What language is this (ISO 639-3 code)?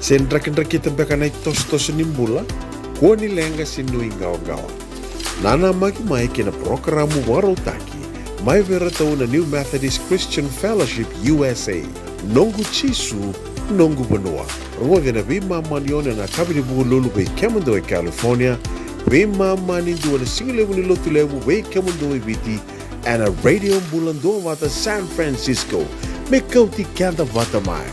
fij